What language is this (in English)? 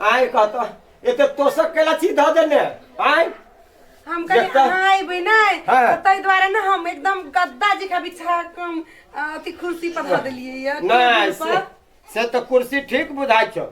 Maithili